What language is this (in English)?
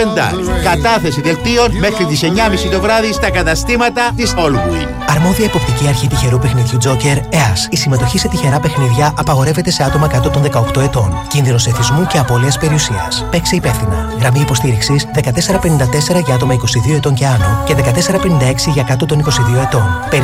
Greek